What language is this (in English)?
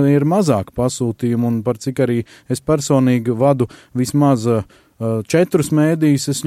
Latvian